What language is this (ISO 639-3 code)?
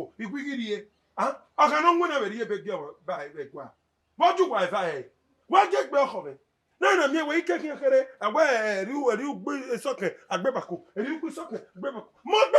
bin